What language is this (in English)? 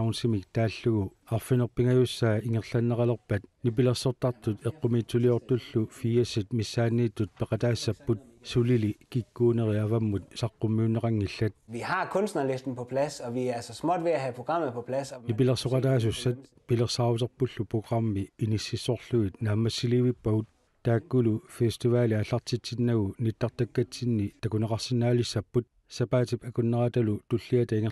Kalaallisut